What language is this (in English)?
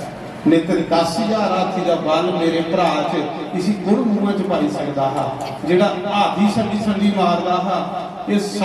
Dogri